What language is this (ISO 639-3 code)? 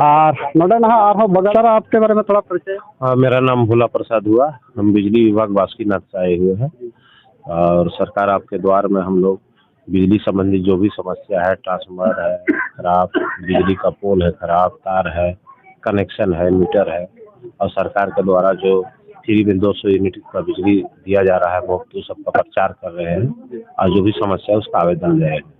sat